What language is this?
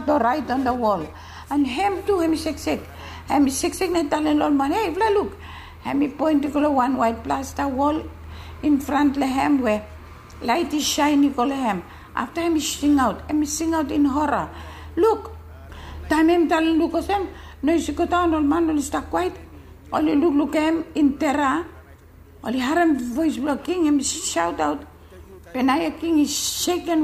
Bislama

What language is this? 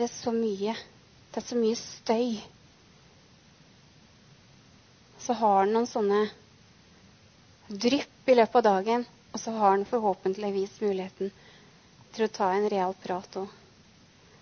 Norwegian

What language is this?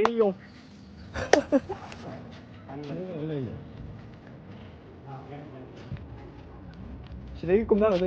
Manipuri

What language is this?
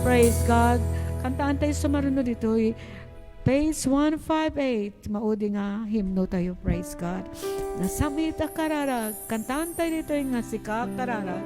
Iloko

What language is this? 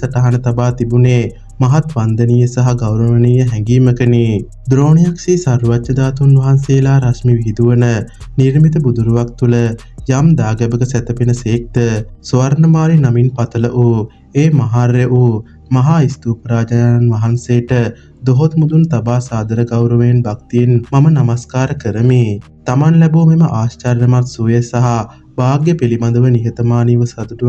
Sinhala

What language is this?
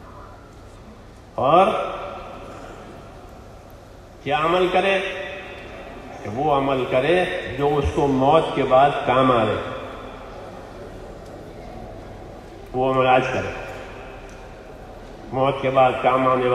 Urdu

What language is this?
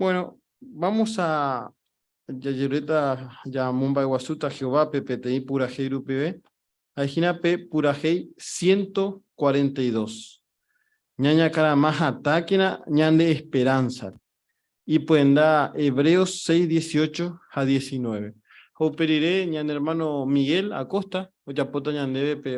Guarani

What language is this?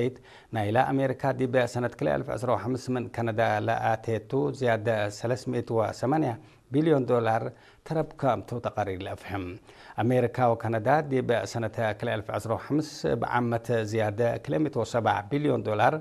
Tigre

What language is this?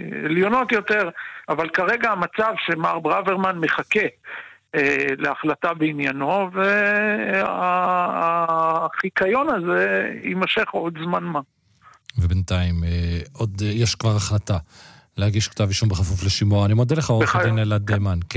Hebrew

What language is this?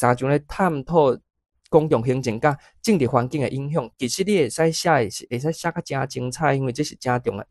Min Nan Chinese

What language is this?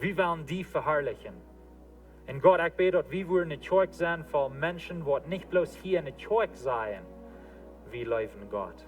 Plautdietsch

